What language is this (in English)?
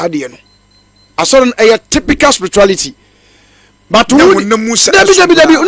Akan